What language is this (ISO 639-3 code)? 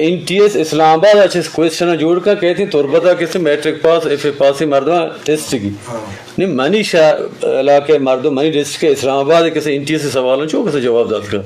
bgp